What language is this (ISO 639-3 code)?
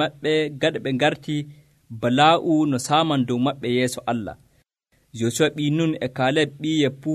fuv